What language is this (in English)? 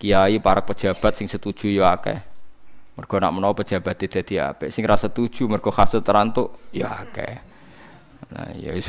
Javanese